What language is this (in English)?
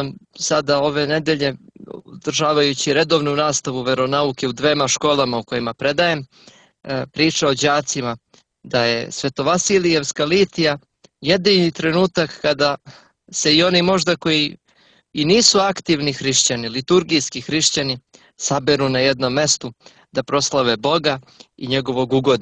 Serbian